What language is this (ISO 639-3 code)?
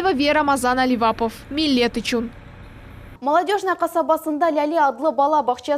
crh